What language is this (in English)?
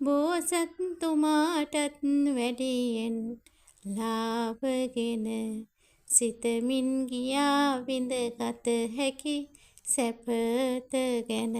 Sinhala